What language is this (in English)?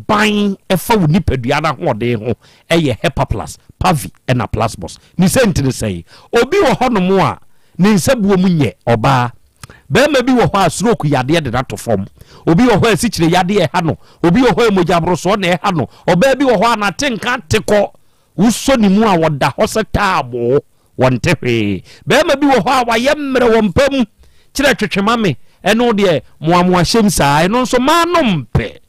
Akan